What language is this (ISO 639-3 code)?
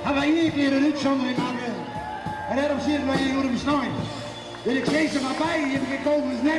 fry